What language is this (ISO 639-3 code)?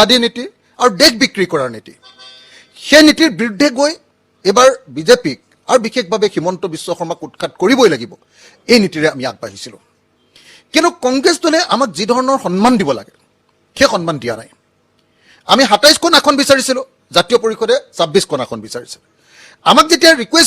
asm